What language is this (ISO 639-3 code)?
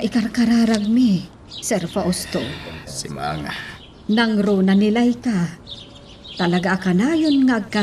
ilo